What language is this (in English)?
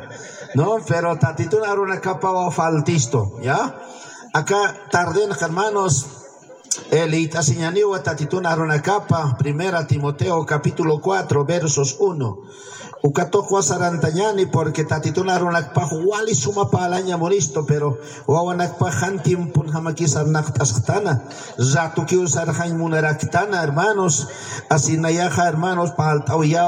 Aymara